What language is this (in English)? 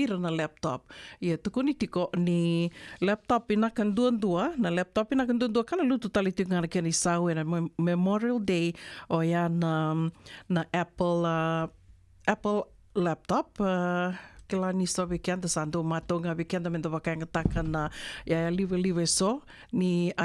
Fijian